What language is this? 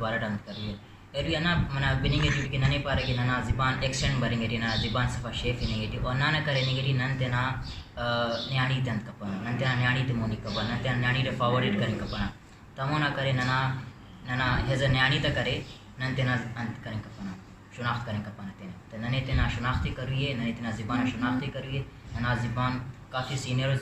Brahui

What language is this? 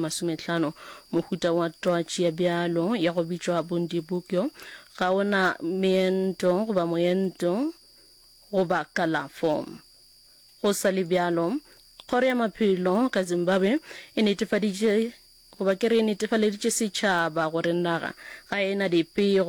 Northern Sotho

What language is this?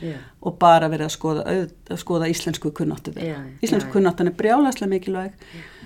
Icelandic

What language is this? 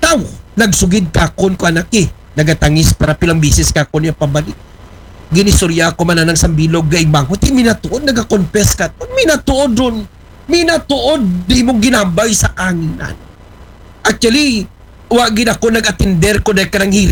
Aklanon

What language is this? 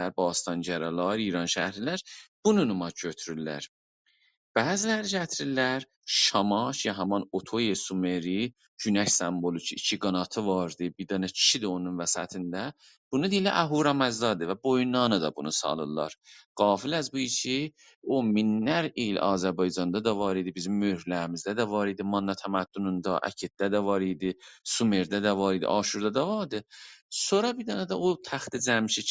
South Azerbaijani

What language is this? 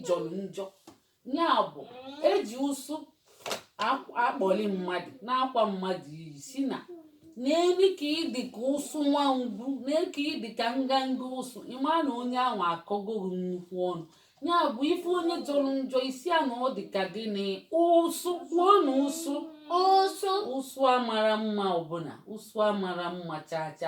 Igbo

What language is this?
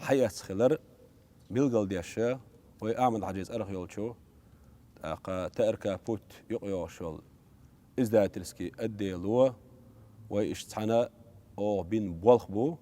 Chechen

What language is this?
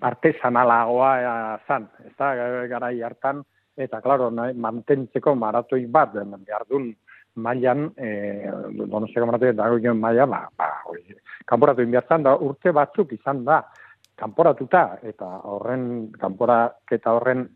Basque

